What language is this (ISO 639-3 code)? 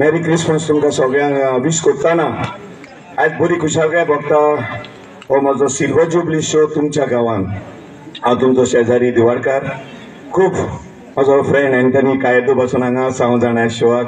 kok